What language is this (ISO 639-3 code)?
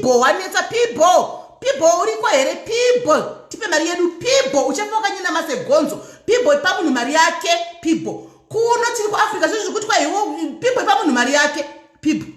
sna